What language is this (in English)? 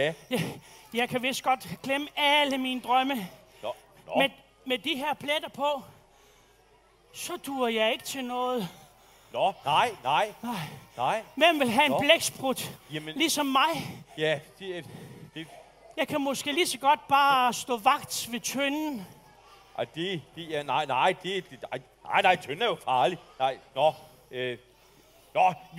Danish